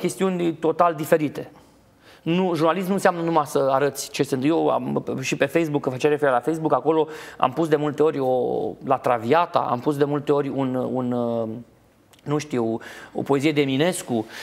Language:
Romanian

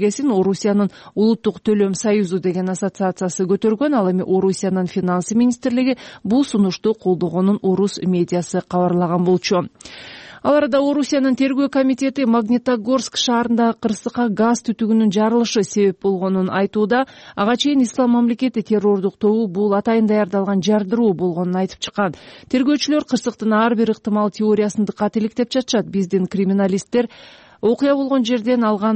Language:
Kyrgyz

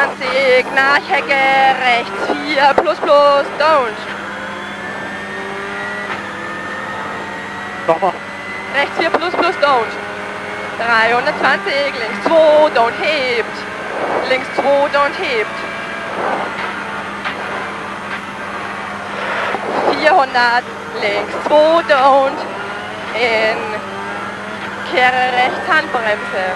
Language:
German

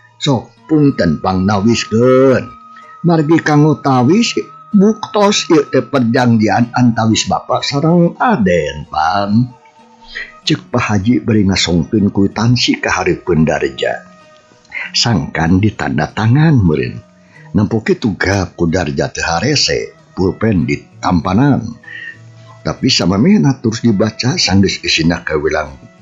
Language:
Sundanese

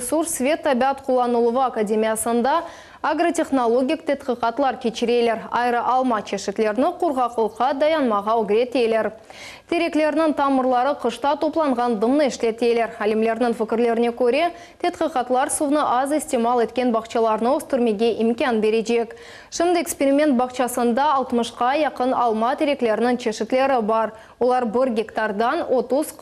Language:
Crimean Tatar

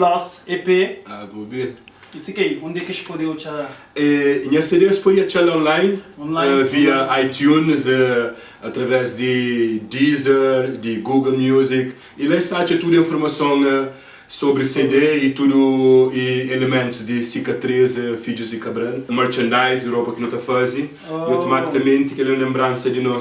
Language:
Kabuverdianu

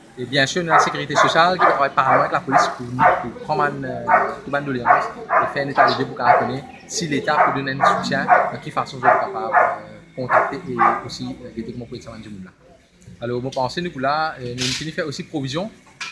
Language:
Morisyen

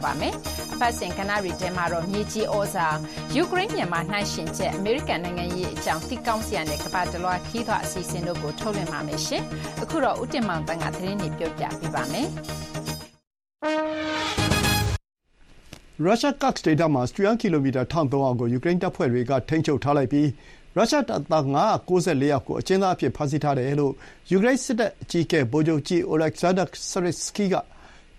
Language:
Burmese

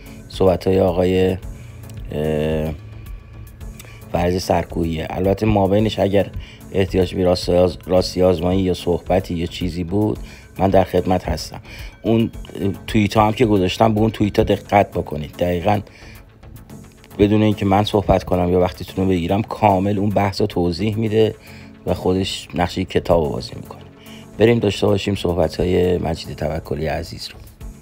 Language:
Persian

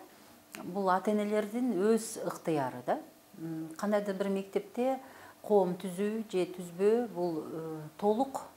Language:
Kyrgyz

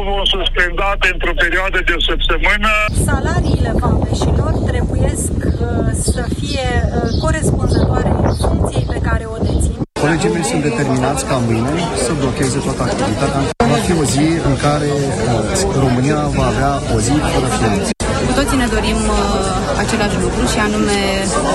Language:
Romanian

